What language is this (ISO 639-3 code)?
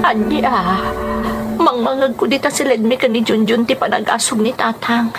ilo